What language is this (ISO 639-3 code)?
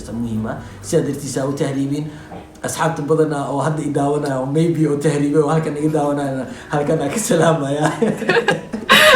som